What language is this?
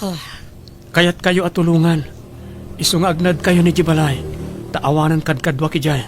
Iloko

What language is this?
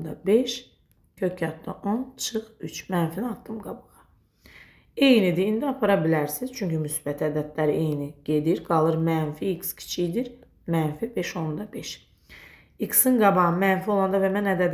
Azerbaijani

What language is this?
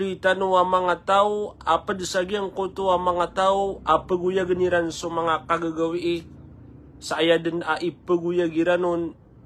Maranao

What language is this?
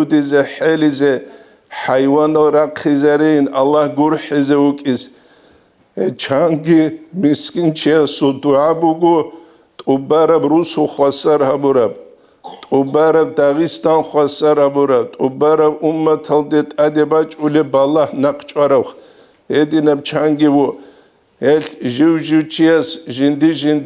Avaric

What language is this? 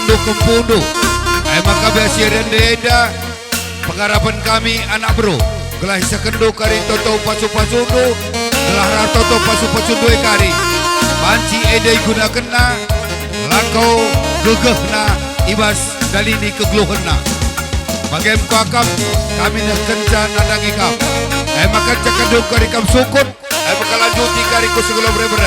Batak Karo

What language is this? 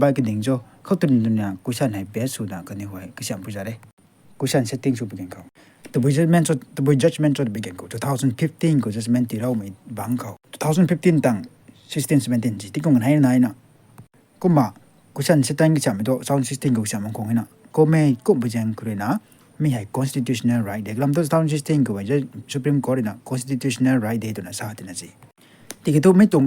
Rongmei Naga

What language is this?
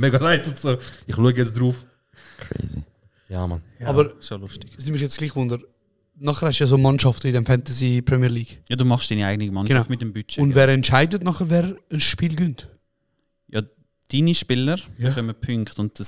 Swiss German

